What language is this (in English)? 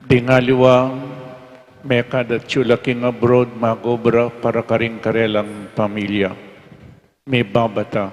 Pampanga